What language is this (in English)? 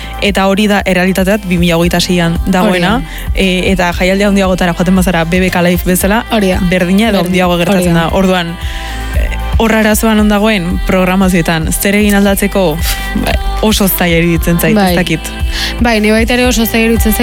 Basque